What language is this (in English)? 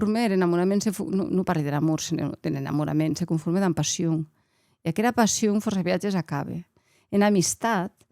Occitan